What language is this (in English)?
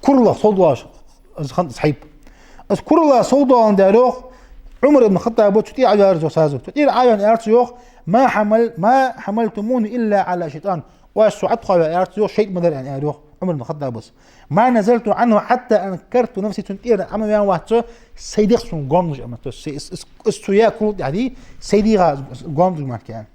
Ingush